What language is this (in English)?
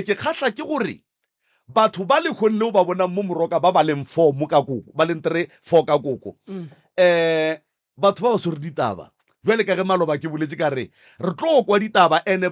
Northern Sotho